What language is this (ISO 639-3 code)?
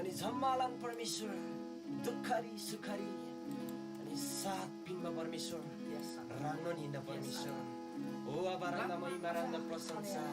taj